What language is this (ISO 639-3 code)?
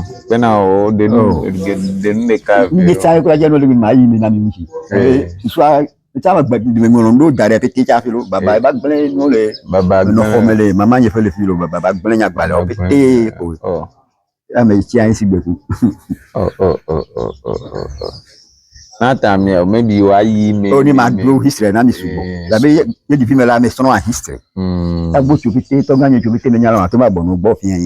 ewe